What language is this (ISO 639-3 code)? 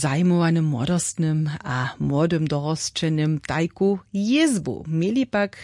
hsb